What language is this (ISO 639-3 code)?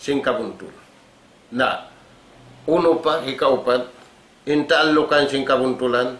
tsg